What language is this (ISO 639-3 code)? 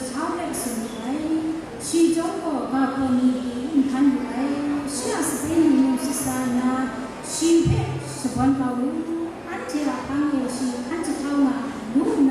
kac